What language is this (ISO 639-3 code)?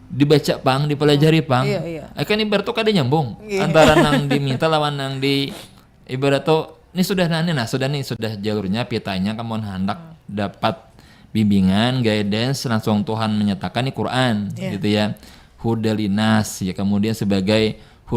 bjn